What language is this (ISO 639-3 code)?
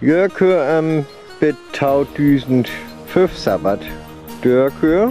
frr